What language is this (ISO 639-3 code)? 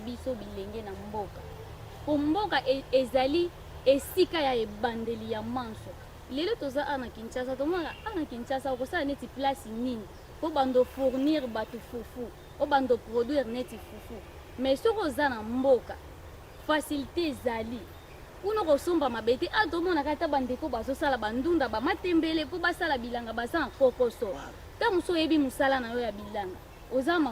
lin